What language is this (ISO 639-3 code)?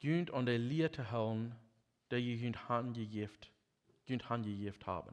pdt